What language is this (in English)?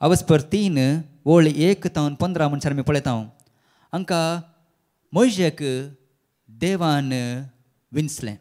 Konkani